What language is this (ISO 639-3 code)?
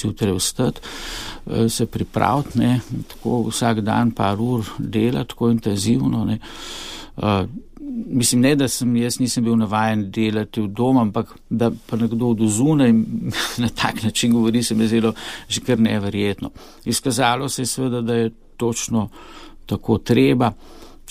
slv